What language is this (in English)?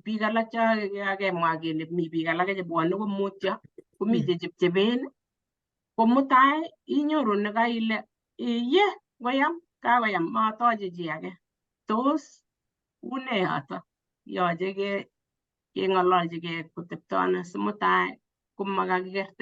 Kalenjin